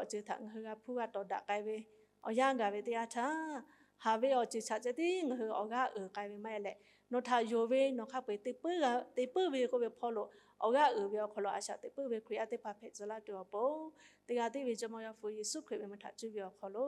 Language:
Lahu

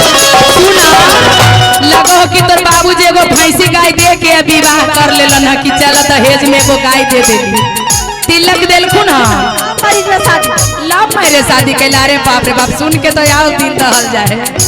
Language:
Magahi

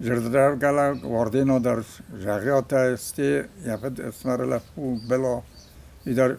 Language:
Ossetic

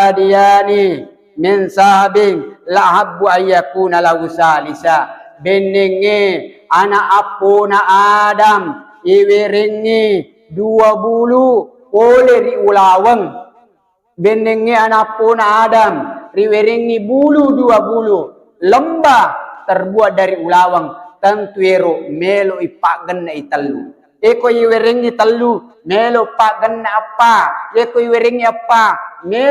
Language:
Buginese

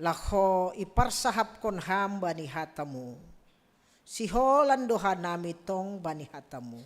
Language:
Batak Simalungun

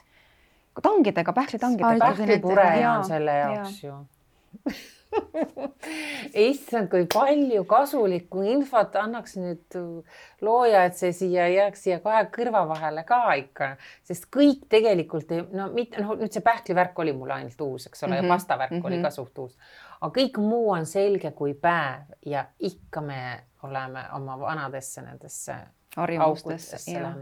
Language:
Estonian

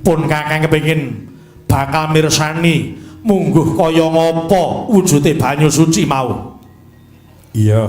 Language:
Javanese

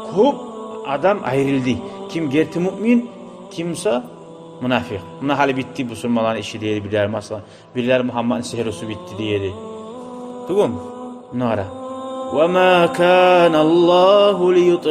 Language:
Kumyk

